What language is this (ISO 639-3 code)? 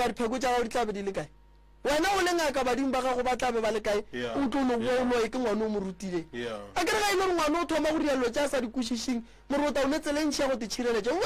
nso